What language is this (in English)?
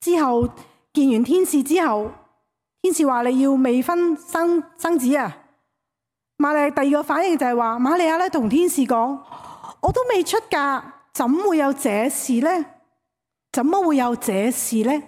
Cantonese